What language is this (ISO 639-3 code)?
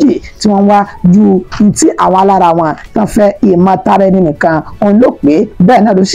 yor